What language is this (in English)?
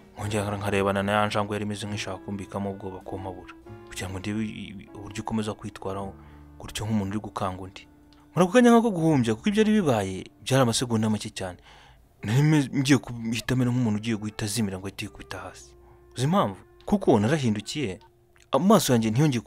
Kinyarwanda